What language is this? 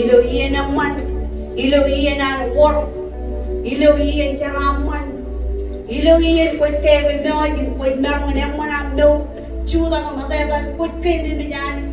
Marshallese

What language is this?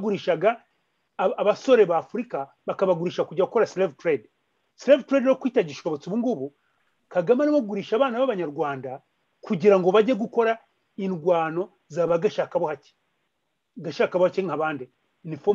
Kinyarwanda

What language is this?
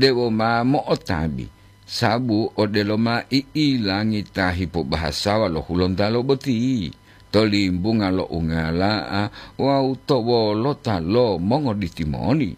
Gorontalo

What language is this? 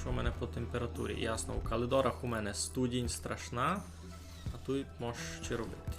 Rusyn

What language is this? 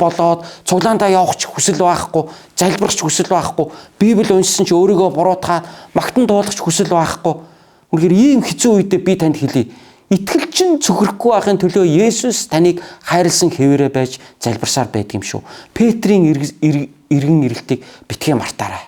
Mongolian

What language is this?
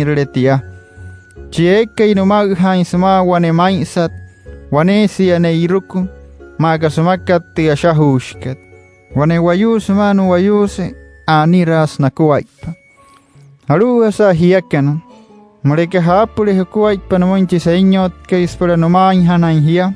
Wayuu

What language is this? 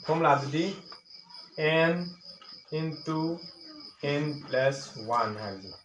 Manipuri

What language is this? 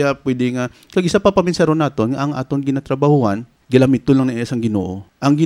Hiligaynon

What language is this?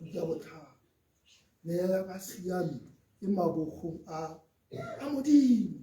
Tswana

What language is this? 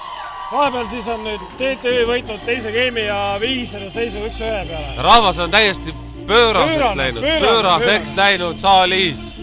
Estonian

